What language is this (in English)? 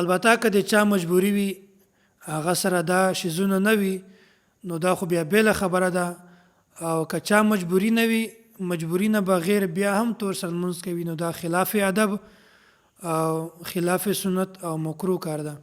Pashto